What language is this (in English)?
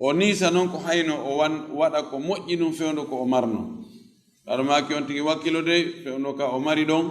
Fula